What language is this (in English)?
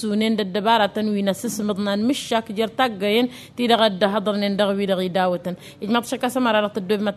Tamasheq